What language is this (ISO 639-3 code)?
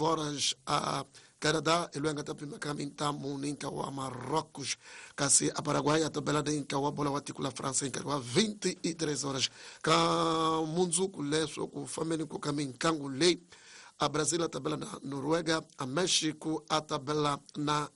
tso